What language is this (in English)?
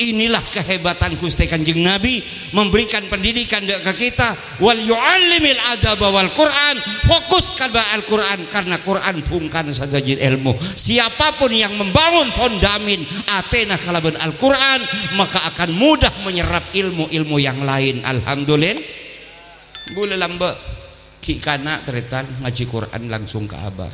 Madurese